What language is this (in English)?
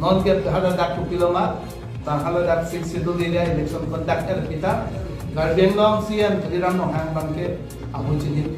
Karbi